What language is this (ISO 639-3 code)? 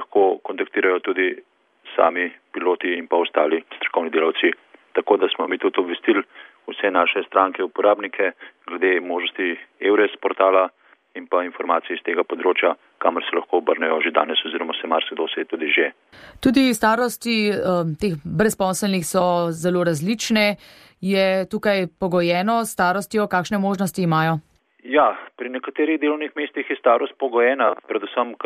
slv